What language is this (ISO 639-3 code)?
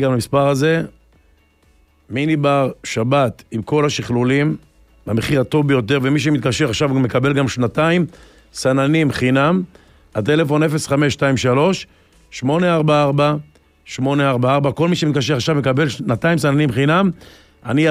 heb